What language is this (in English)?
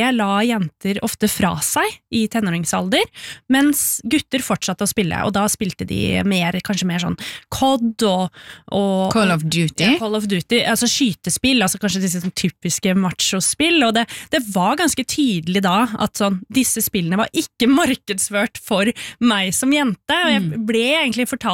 Norwegian